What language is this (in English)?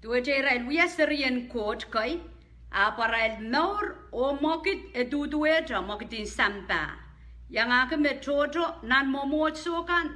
Pohnpeian